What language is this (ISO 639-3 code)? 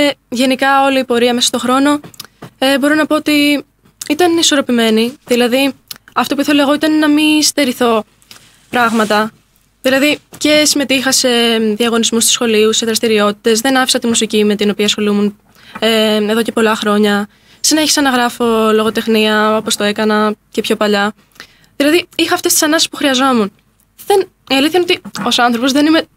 ell